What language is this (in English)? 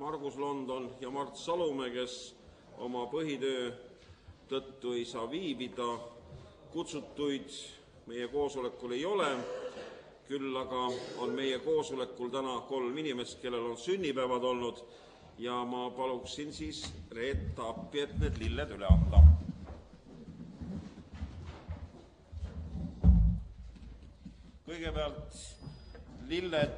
Estonian